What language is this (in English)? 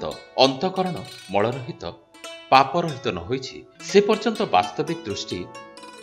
Odia